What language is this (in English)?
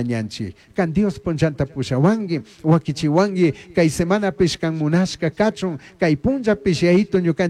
Chimborazo Highland Quichua